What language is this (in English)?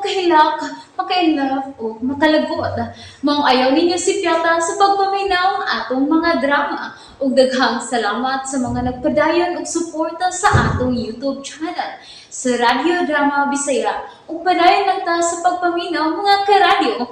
Cebuano